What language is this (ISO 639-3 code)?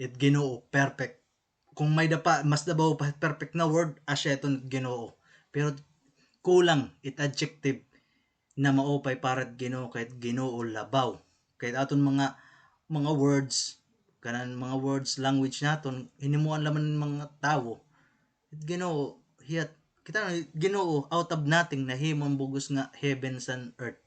war